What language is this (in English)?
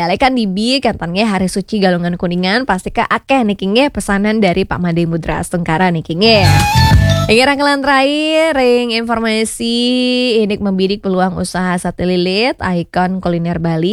Balinese